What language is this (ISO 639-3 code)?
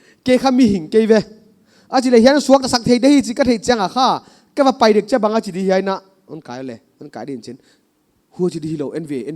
pck